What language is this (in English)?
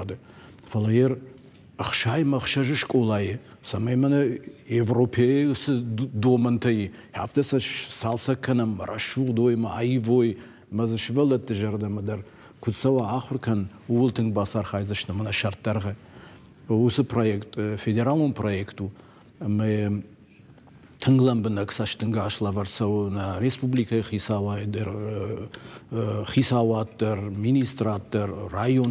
Ossetic